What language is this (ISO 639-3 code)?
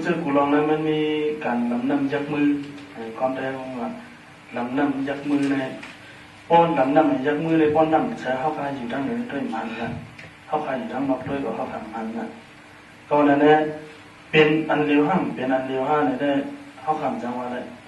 shn